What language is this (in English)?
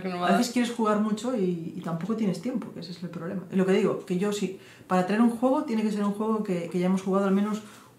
Spanish